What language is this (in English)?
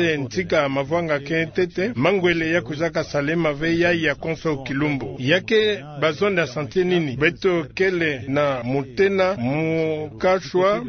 Kituba (Democratic Republic of Congo)